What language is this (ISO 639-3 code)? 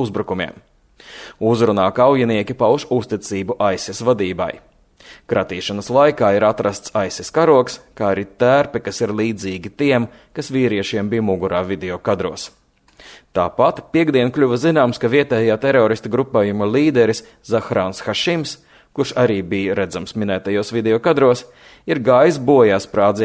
lav